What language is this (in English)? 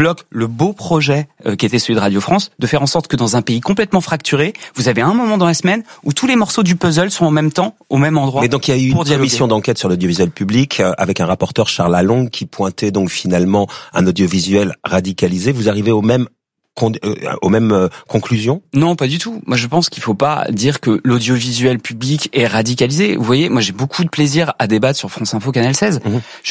French